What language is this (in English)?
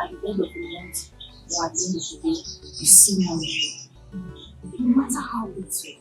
Nigerian Pidgin